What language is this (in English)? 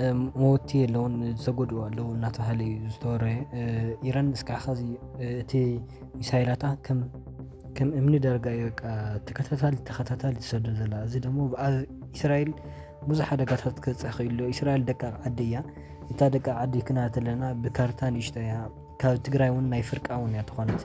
Tigrinya